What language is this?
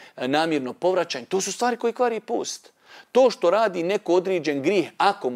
Bosnian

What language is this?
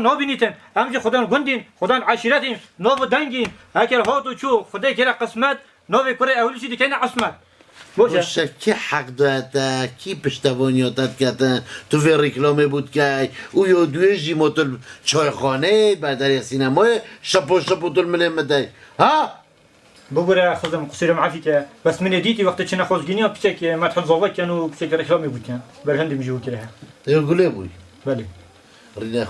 Kurdish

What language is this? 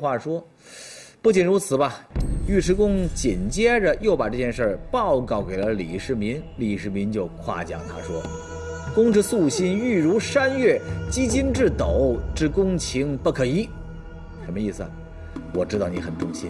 Chinese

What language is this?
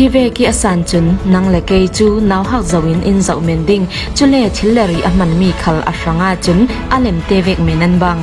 Falam Chin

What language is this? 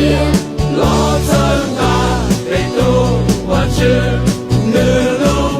Hmong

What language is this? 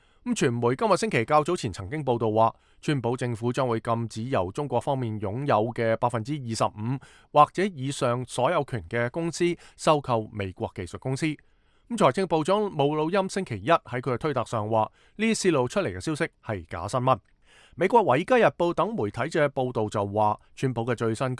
Cantonese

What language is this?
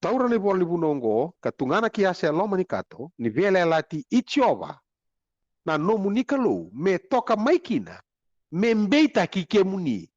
Fijian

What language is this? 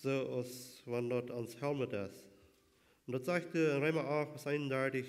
Plautdietsch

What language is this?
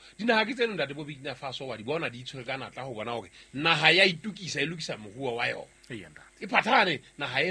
Southern Sotho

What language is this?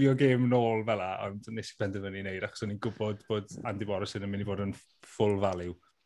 Welsh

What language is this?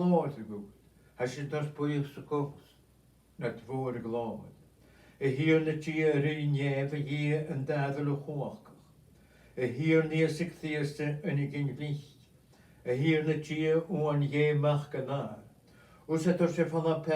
Scottish Gaelic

